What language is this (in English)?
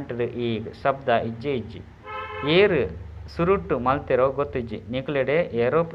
Tulu